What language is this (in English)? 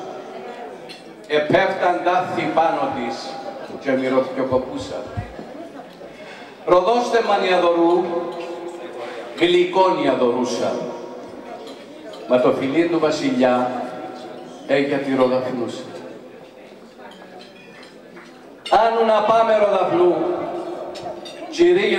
Greek